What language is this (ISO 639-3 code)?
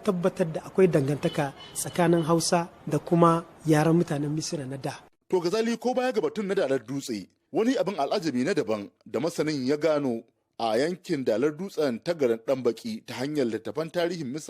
hau